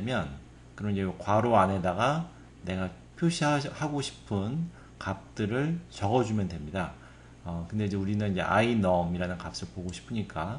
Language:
Korean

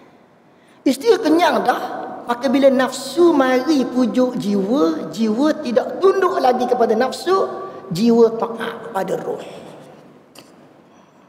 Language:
Malay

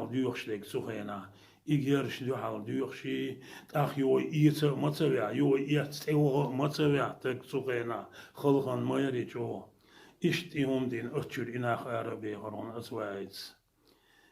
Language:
Chechen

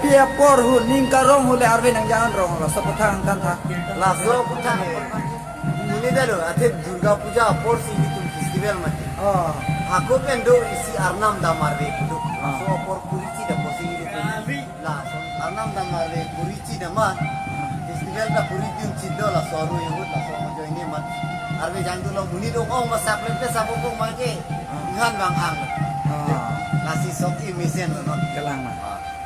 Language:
Karbi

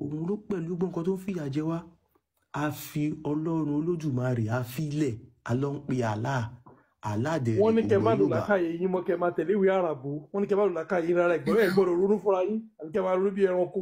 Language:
Yoruba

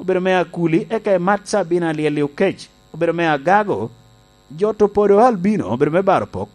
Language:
Lango (Uganda)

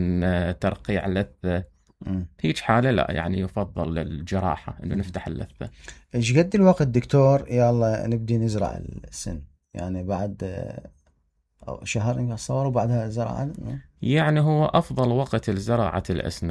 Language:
Mesopotamian Arabic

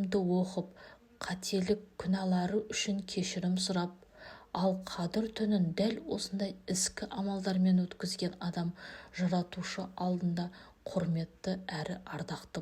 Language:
Kazakh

